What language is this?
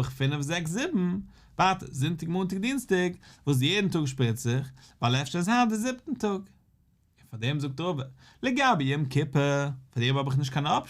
Yiddish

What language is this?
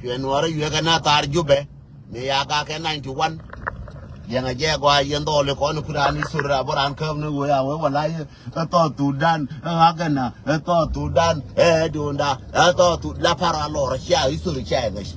Nuer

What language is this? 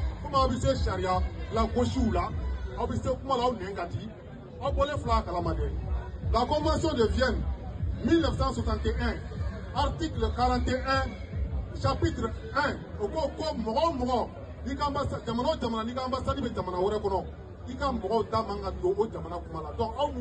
Bambara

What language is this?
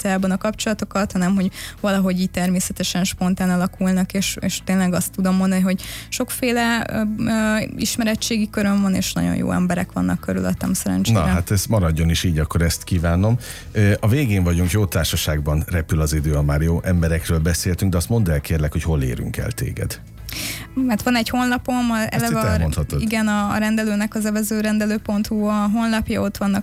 Hungarian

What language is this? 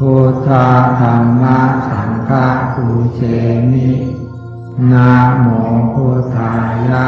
Pali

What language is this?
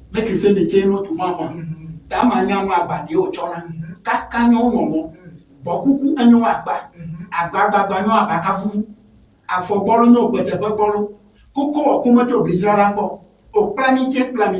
Ewe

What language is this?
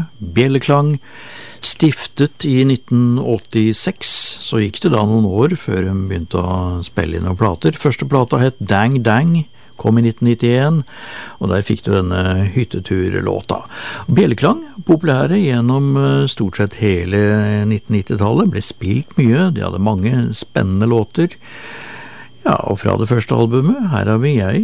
Norwegian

